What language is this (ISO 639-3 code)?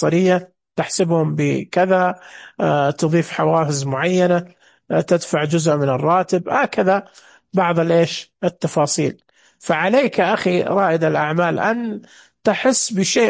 ars